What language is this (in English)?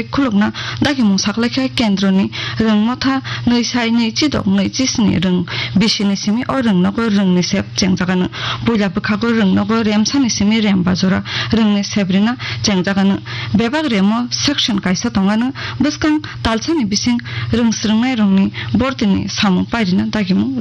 Kok Borok